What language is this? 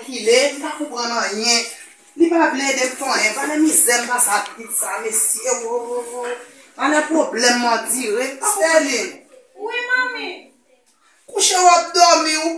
Haitian Creole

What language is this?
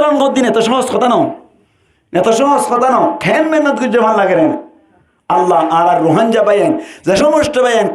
Rohingya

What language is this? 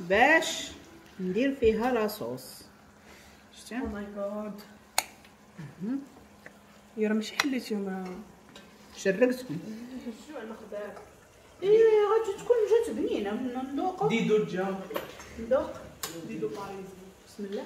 Moroccan Arabic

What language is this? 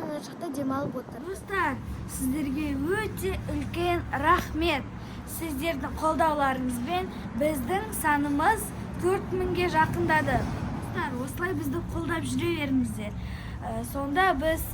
Kazakh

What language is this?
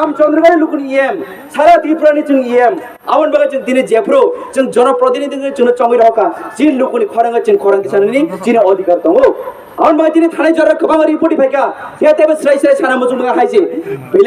Kok Borok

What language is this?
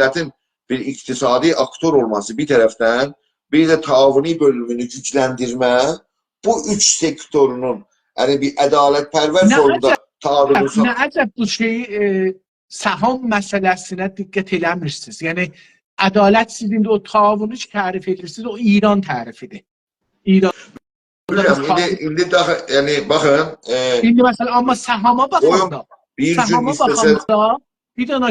South Azerbaijani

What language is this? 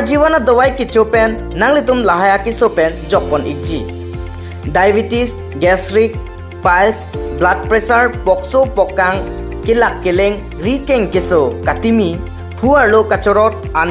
Karbi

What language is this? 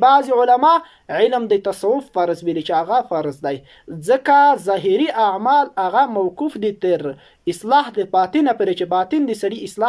Pashto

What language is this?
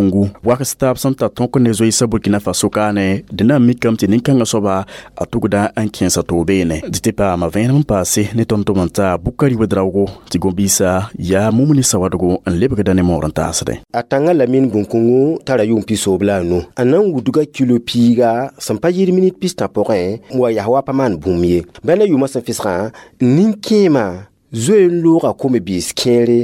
Mossi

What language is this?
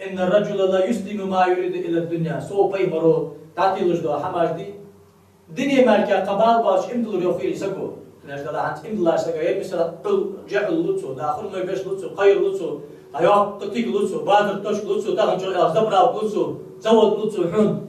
Ingush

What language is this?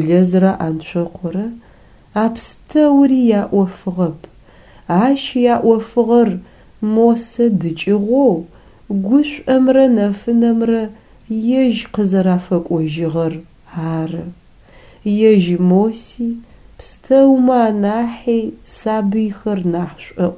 Adyghe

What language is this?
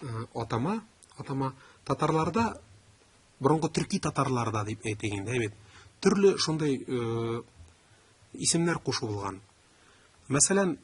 Tatar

